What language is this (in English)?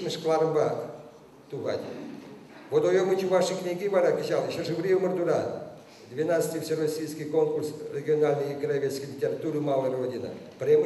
Chuvash